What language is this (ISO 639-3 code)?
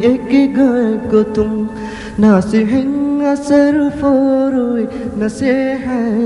div